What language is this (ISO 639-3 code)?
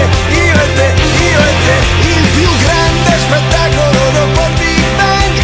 ita